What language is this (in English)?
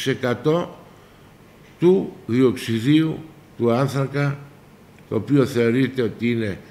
Greek